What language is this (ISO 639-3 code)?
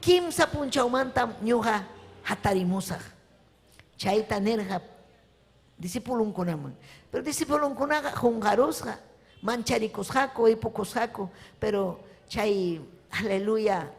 quy